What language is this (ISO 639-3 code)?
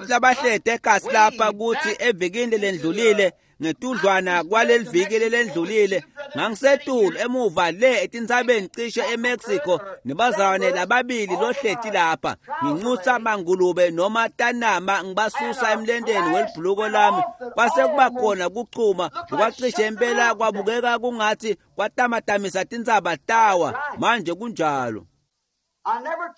ssw